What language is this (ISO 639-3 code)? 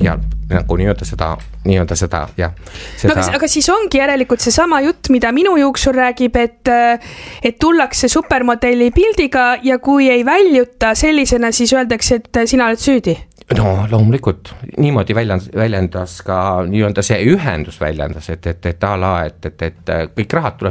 est